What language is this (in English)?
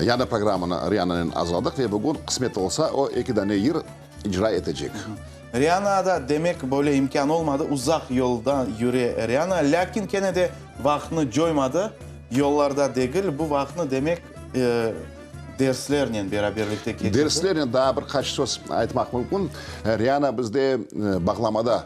Crimean Tatar